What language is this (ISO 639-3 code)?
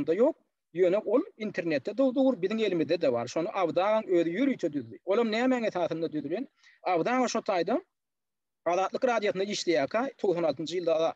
tuk